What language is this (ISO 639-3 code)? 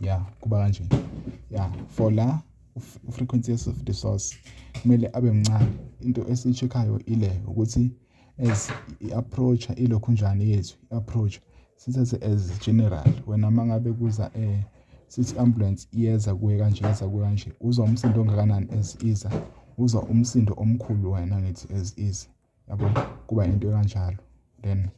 zul